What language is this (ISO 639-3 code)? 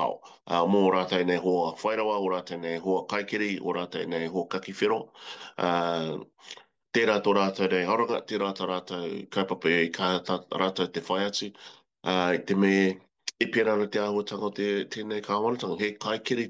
mri